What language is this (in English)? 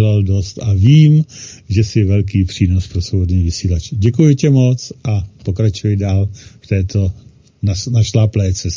Czech